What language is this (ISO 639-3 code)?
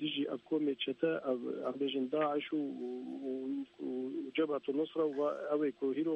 kur